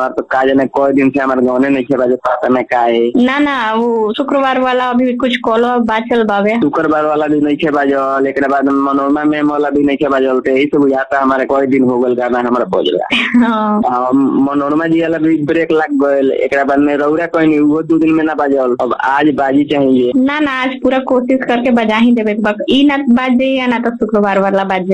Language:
Bhojpuri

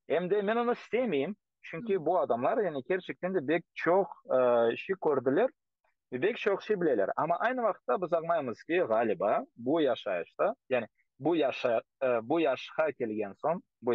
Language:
Crimean Tatar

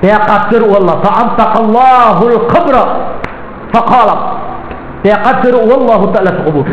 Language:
Maranao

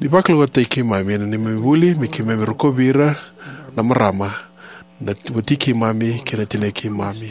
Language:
Fijian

